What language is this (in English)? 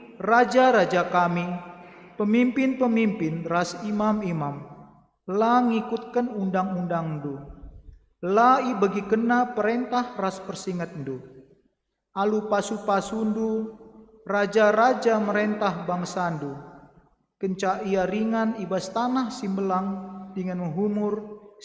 Batak Karo